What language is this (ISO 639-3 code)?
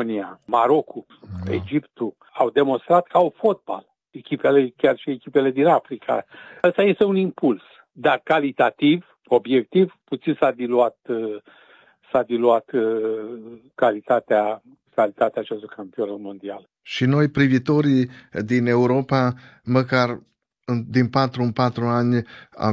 ron